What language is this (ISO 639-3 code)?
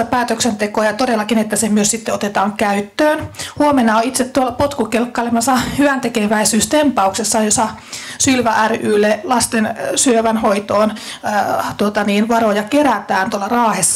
fin